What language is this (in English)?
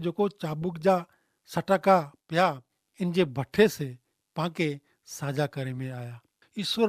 Kachhi